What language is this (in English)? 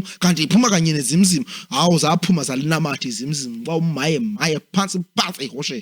Zulu